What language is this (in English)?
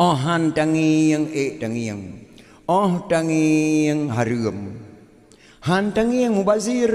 Achinese